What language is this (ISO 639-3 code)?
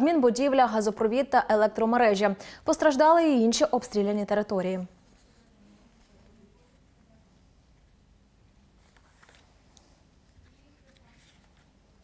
ukr